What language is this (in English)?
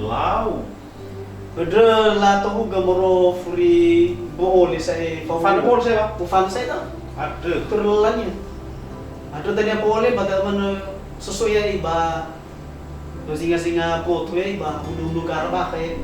Nias